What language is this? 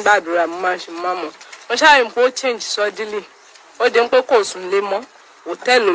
Yoruba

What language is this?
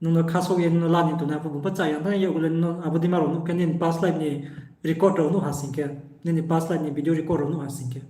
Riang (India)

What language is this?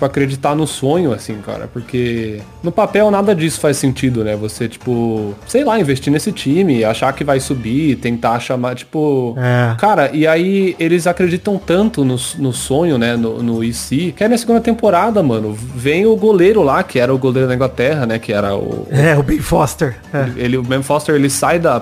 Portuguese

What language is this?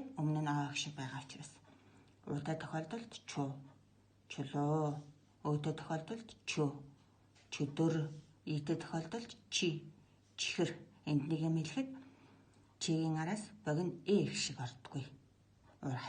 Mongolian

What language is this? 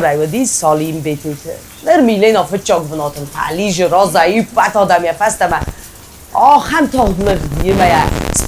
Ossetic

